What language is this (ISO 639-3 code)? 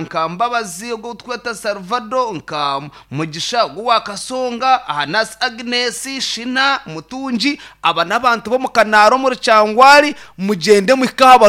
nyn